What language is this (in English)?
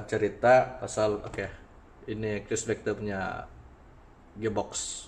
Malay